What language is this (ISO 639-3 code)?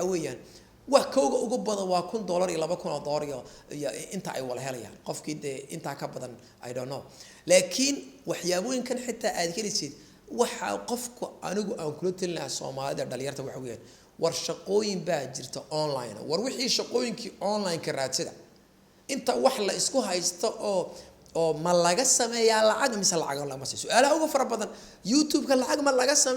som